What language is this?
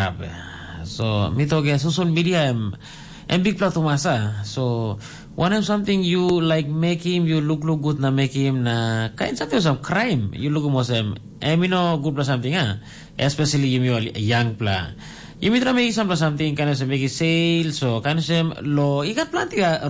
Tok Pisin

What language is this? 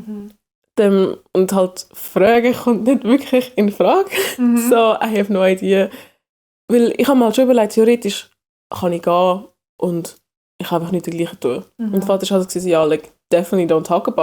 Swiss German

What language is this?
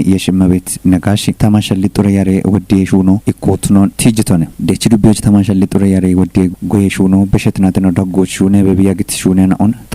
Kafa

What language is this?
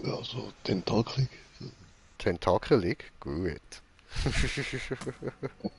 Swiss German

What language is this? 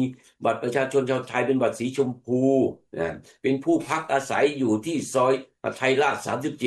Thai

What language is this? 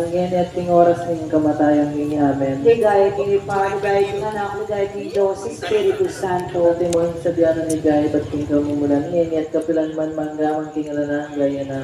Pampanga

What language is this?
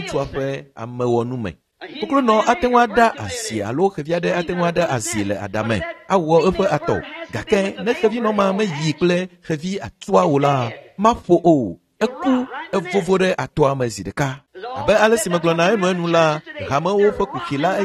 Ewe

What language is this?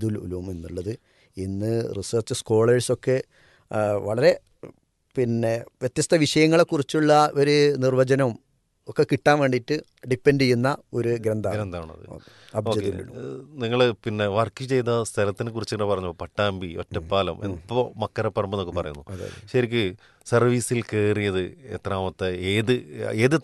Malayalam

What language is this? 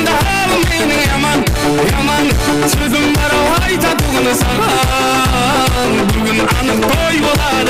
Kara-Kalpak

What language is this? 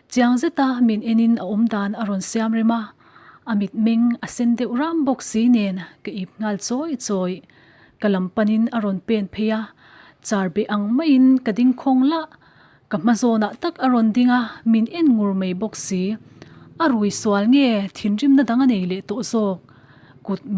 Mizo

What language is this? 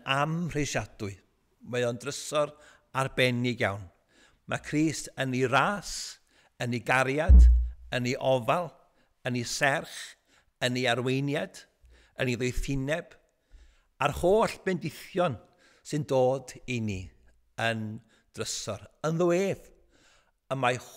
Welsh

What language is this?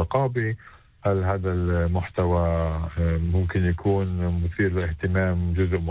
North Levantine Arabic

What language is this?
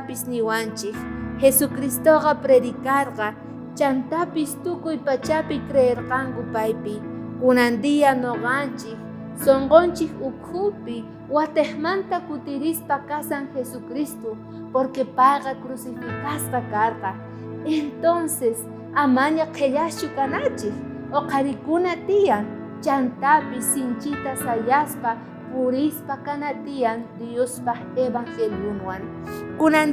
South Bolivian Quechua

